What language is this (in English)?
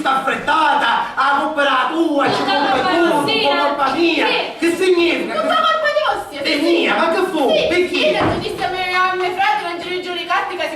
Sicilian